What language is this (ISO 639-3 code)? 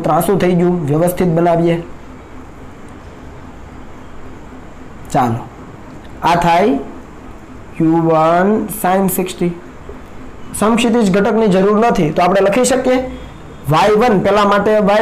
guj